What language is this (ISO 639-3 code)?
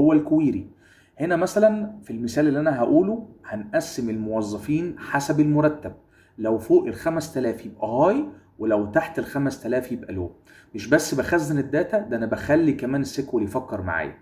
arz